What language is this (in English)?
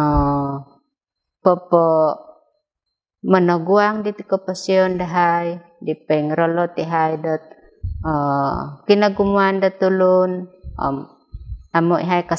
Central Dusun